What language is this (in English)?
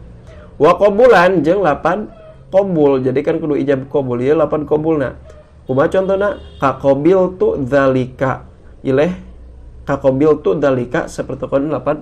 Sundanese